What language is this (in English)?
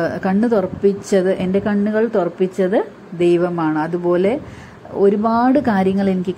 Malayalam